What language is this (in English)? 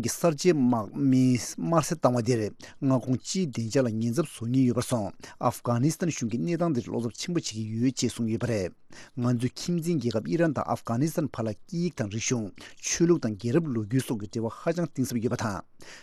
Tibetan